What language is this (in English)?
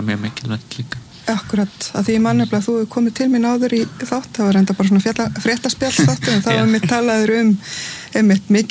Icelandic